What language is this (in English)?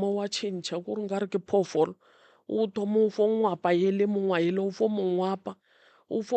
Northern Sotho